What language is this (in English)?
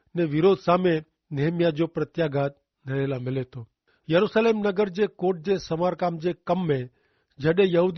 Kachhi